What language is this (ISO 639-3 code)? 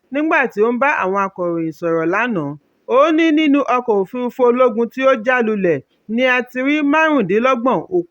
yor